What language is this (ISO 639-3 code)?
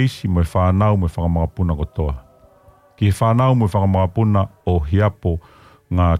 ton